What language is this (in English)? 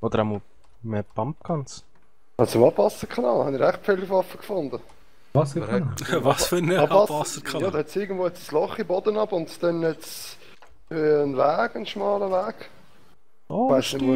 Swiss German